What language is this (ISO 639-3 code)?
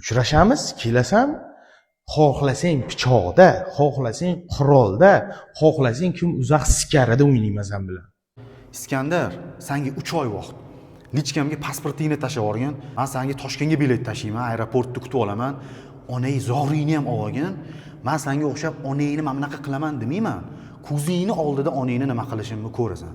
uzb